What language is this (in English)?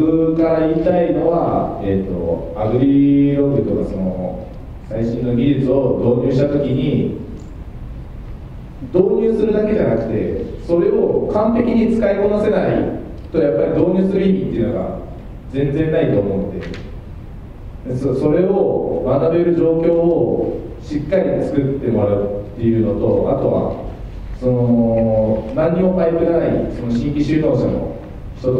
Japanese